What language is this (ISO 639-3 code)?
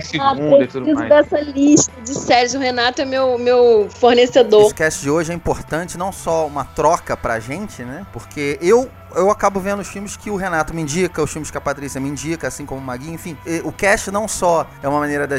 por